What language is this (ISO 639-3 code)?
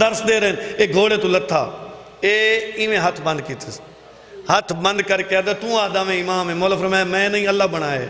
skr